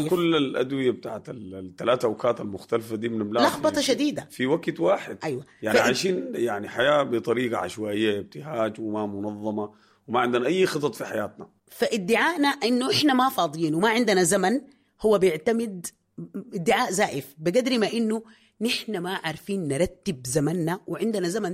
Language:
Sudanese Arabic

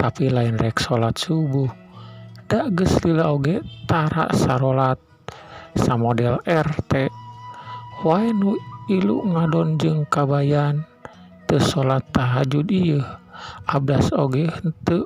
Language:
Sundanese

